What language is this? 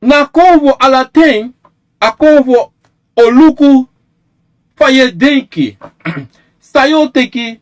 Sranan Tongo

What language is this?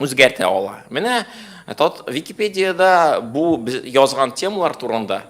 Tatar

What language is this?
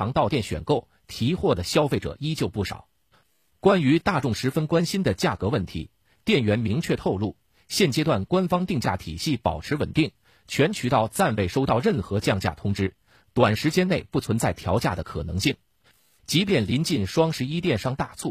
Chinese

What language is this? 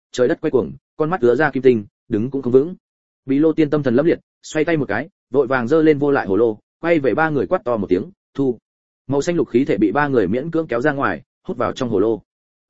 Vietnamese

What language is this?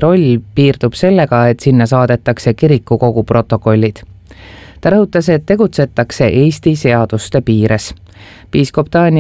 Estonian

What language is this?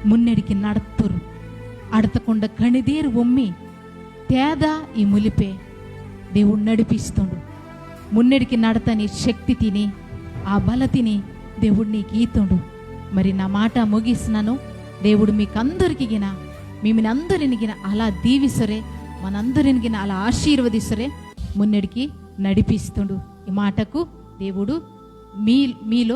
Koya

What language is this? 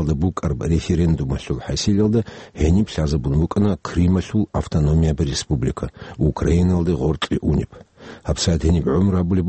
Avaric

